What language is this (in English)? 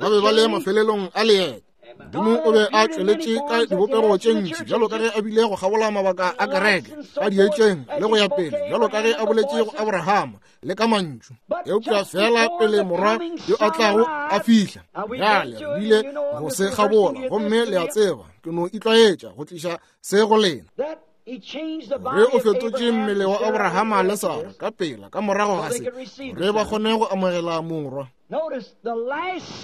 Northern Sotho